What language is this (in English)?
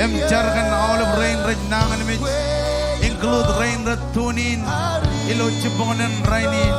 Marshallese